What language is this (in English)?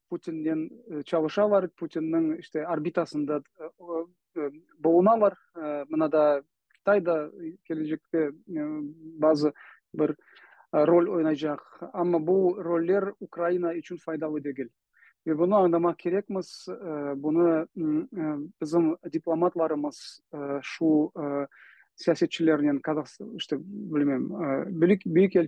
Crimean Tatar